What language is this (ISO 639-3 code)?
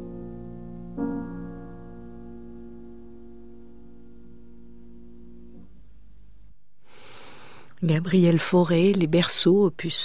fra